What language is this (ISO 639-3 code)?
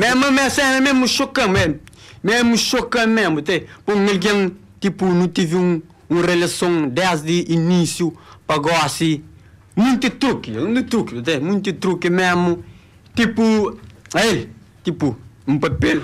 kea